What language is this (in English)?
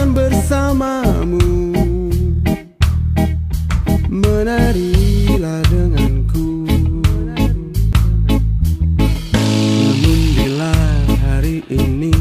Indonesian